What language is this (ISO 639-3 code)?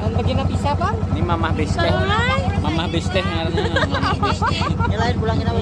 bjn